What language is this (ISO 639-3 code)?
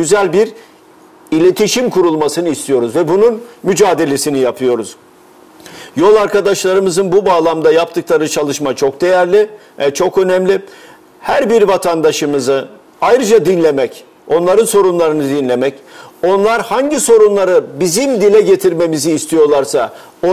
tur